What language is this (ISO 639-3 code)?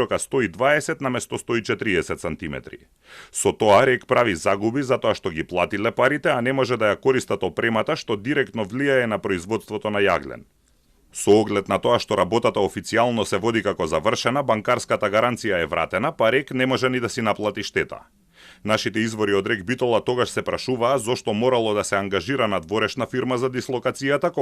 mkd